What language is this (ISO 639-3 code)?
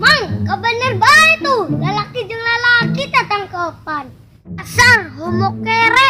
sun